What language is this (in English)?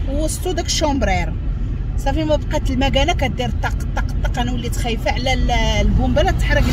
Moroccan Arabic